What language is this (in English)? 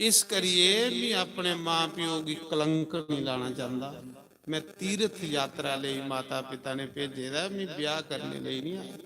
Dogri